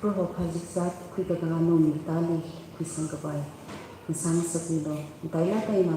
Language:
Tangkhul Naga (India)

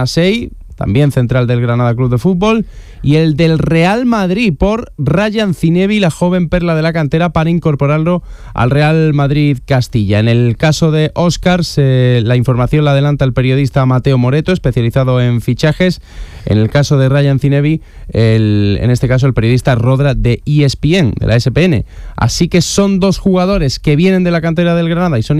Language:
Spanish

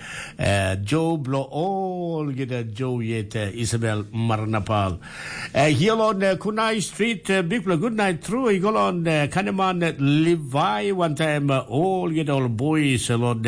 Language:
Tok Pisin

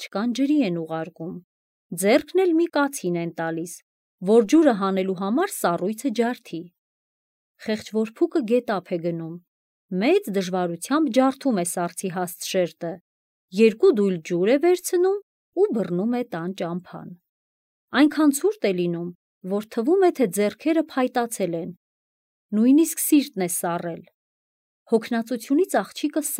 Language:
Armenian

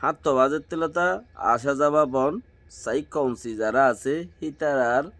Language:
Rohingya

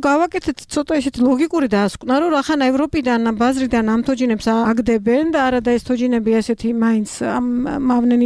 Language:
Georgian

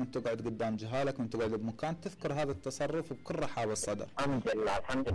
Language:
Mesopotamian Arabic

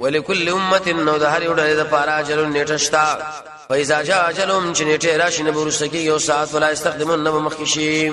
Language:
Pashto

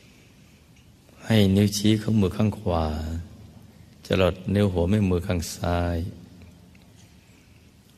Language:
Thai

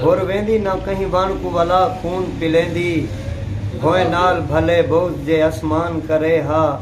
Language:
Saraiki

